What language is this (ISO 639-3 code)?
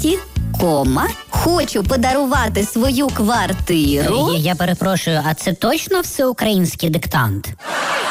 ukr